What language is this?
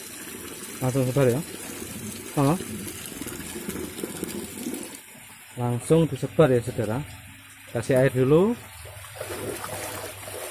Indonesian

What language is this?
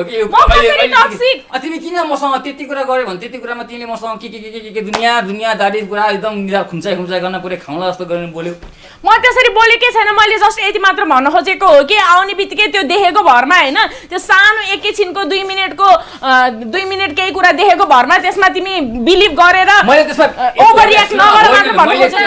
Nepali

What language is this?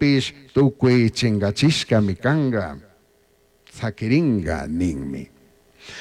Chimborazo Highland Quichua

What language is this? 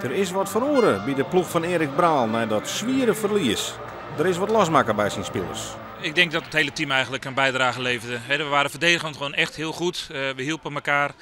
Western Frisian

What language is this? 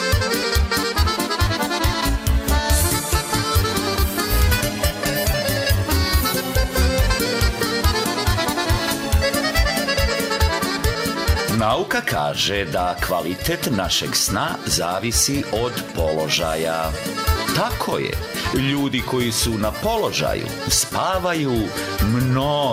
Serbian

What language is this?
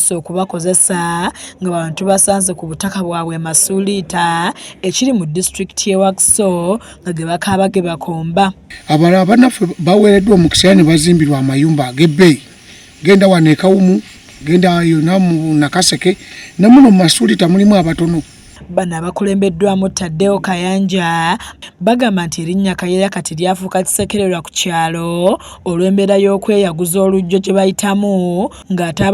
Ganda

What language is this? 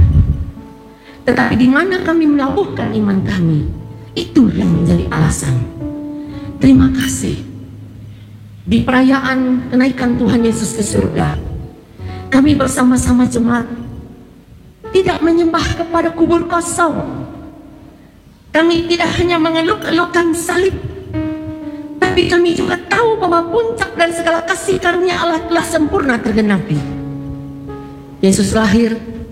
Indonesian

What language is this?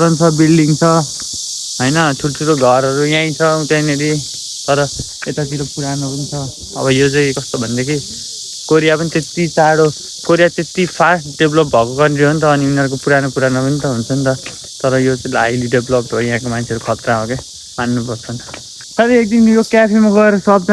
Nepali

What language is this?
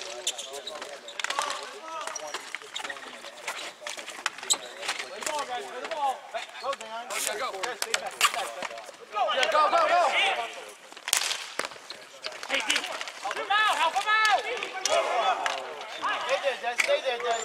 English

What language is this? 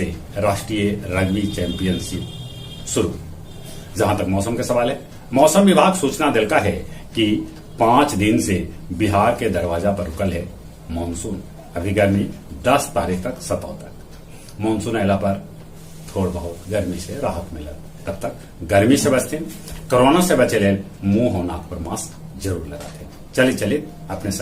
Magahi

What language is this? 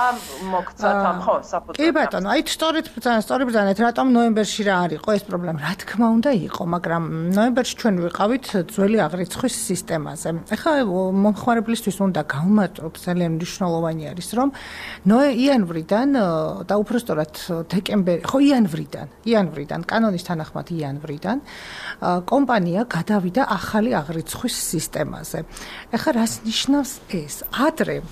Georgian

